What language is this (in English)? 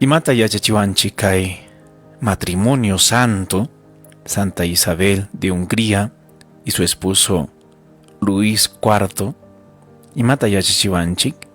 Ayacucho Quechua